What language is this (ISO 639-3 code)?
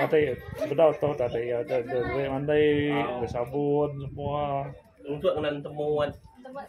iba